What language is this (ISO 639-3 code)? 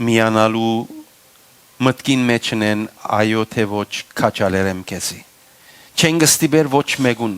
hyw